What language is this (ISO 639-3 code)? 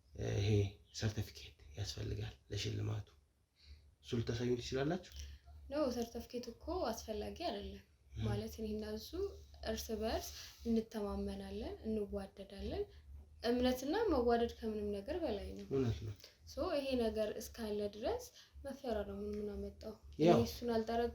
amh